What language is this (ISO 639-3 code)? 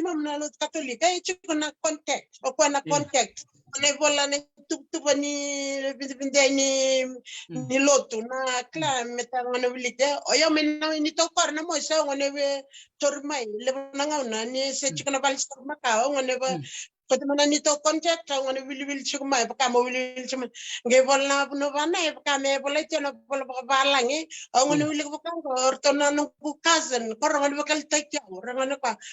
fij